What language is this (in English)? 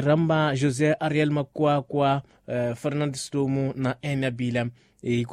Tsonga